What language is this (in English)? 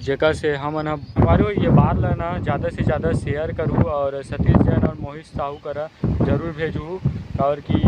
Chhattisgarhi